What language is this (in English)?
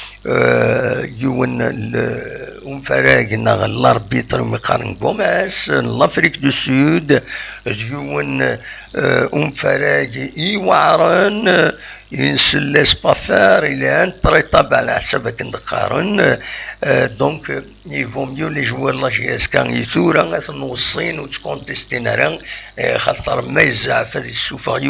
Kabyle